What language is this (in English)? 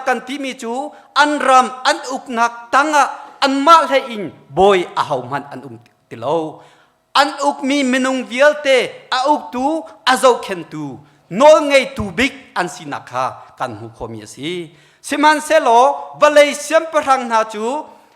Hakha Chin